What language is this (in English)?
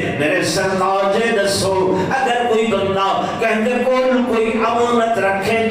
Saraiki